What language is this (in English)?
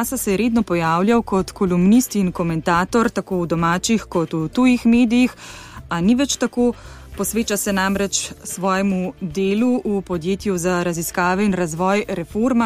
Slovenian